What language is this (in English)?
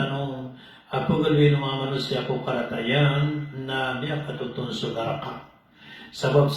Maranao